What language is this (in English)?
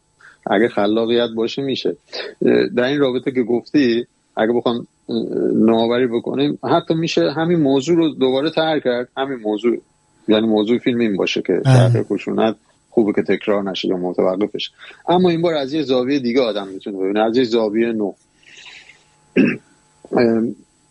Persian